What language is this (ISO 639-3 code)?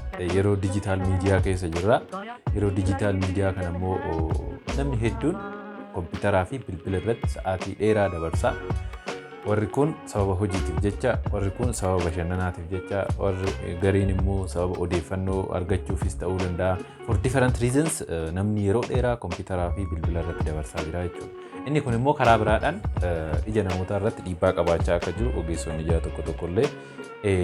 orm